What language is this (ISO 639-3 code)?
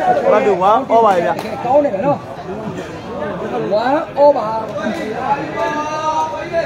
mya